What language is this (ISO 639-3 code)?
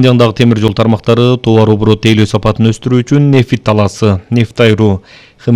kir